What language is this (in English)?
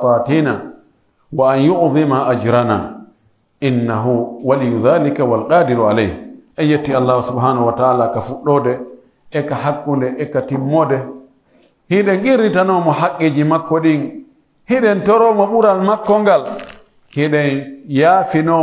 Pular